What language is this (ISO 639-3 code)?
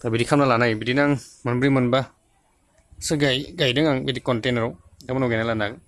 brx